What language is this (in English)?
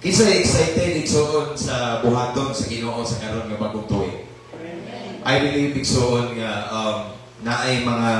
Cebuano